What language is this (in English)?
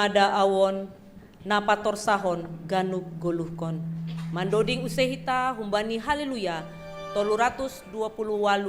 Batak Simalungun